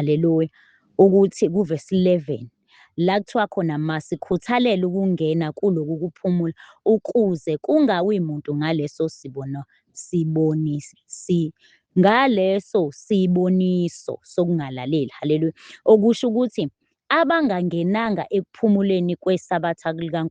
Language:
Zulu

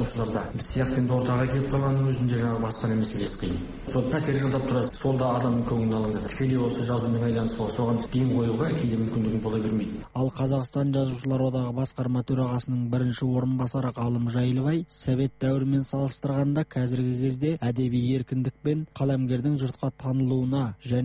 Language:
Kazakh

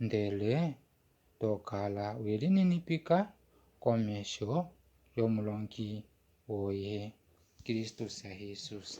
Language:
Kuanyama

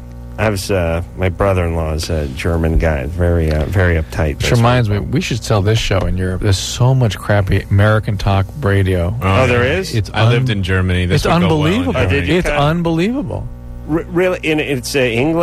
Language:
English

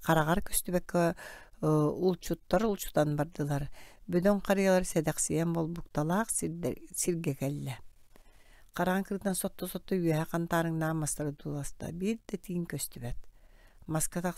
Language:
Yakut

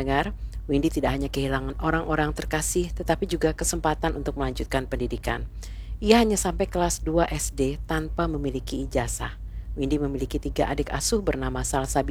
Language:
Indonesian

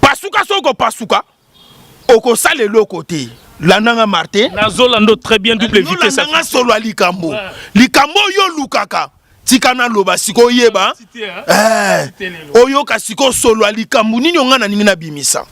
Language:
Lingala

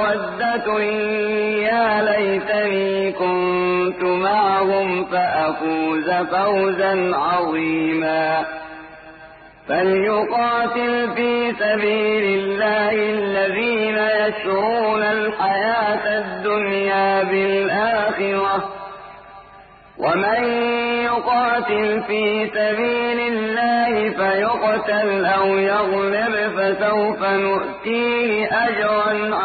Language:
Arabic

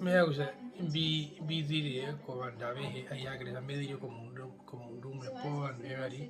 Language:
Herero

